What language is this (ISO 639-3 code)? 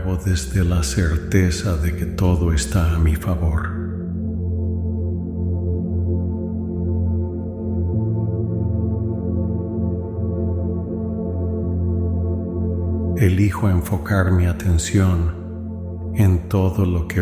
spa